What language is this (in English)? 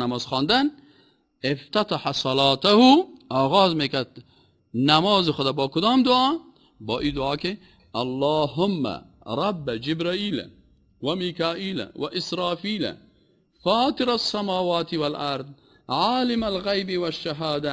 Persian